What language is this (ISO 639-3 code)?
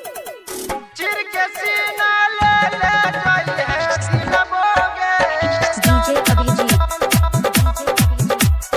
bho